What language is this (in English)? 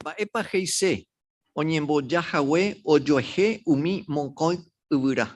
Guarani